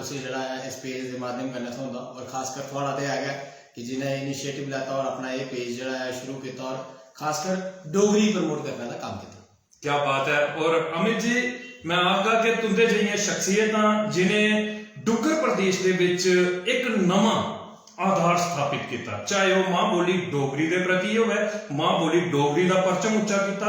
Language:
Dogri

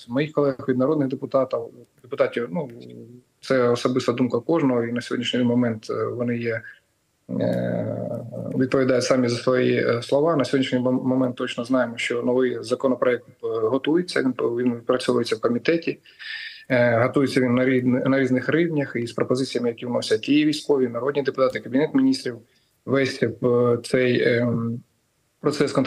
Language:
Ukrainian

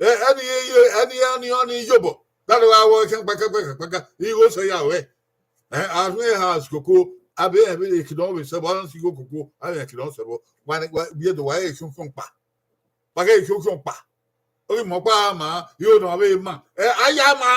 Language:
Bini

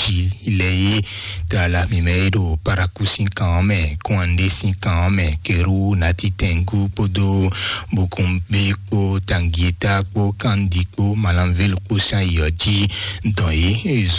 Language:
Fon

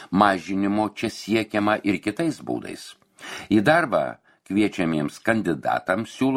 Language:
Lithuanian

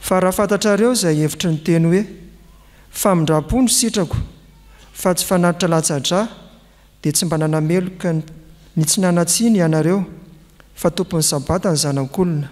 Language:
Malagasy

